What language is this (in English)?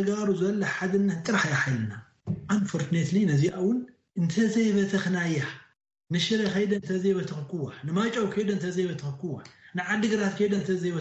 Tigrinya